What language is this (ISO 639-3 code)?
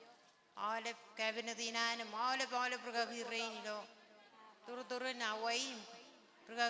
mah